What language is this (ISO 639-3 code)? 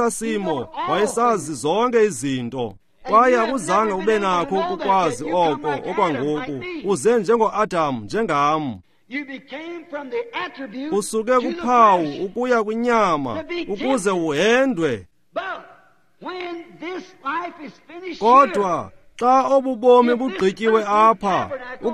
xho